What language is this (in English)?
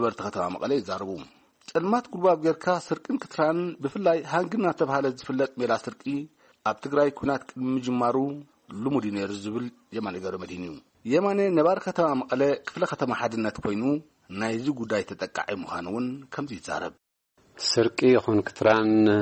Tigrinya